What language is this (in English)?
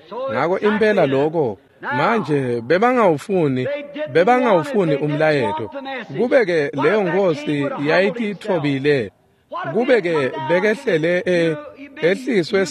Swati